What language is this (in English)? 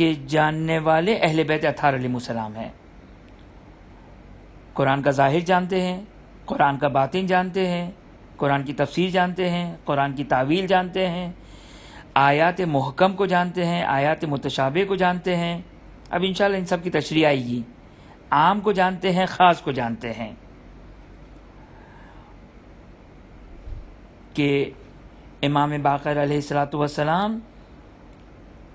Urdu